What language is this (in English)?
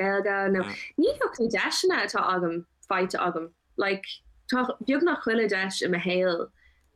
Irish